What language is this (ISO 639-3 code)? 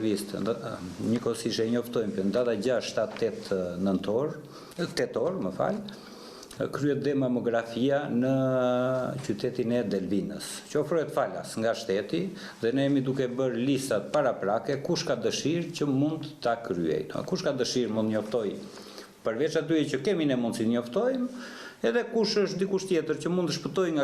sqi